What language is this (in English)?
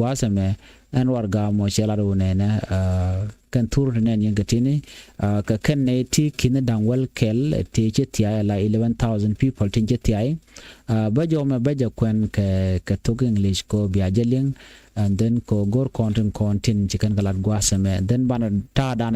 Nuer